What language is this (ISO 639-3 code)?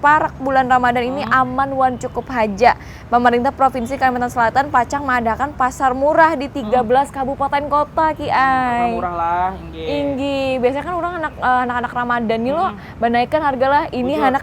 bjn